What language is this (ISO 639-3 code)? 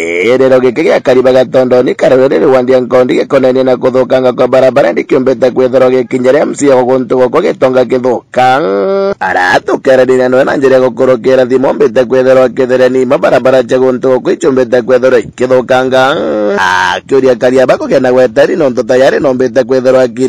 mer